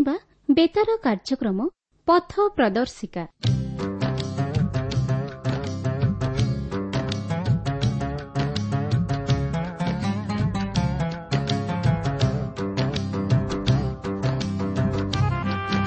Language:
Odia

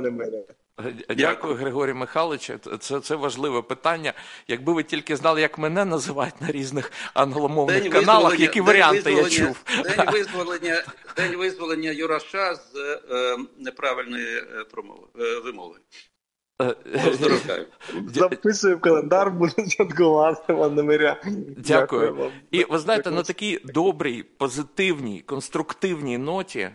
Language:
Ukrainian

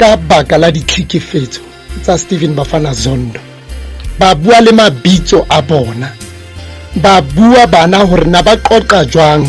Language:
Southern Sotho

